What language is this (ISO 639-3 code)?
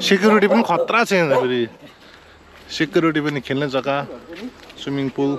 nep